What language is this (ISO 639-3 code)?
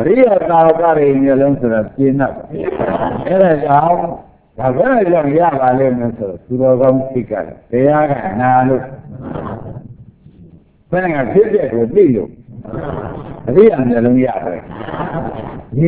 mya